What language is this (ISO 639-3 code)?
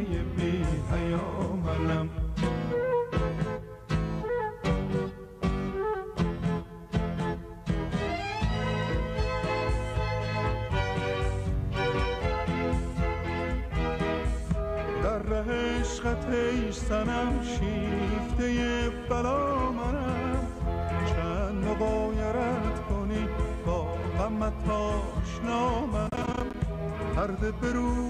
fas